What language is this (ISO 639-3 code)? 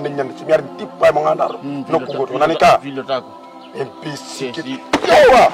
fuf